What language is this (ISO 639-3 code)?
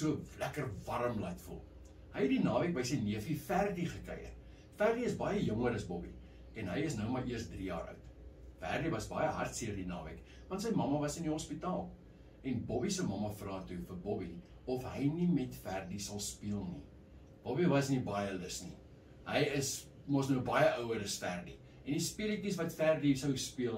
afr